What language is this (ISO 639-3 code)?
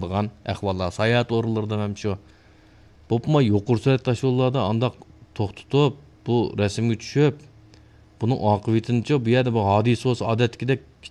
uig